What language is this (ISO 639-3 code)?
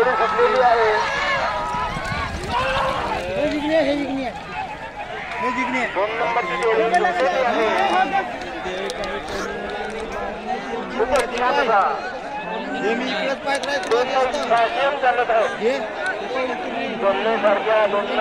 mar